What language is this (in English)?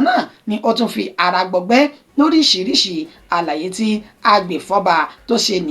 Yoruba